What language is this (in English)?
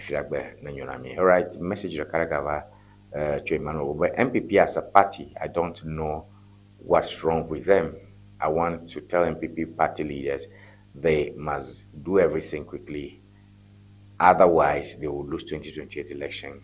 Ewe